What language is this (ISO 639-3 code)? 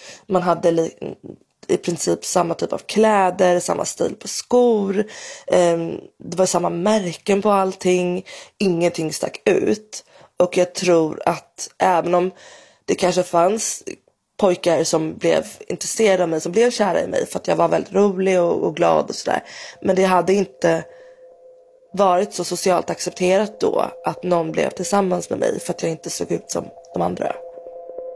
swe